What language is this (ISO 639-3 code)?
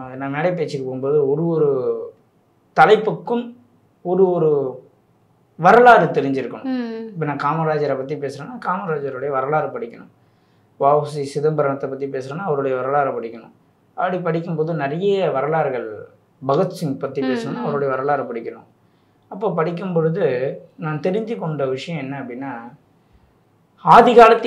tam